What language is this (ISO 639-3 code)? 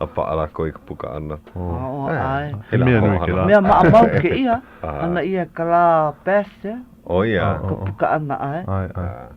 haw